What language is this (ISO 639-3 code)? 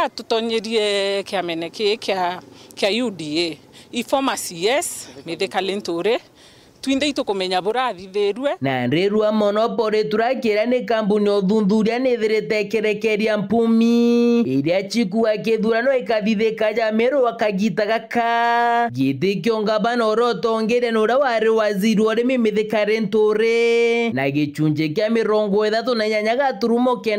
mer